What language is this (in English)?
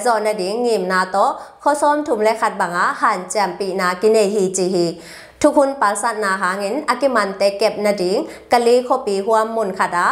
Tedim Chin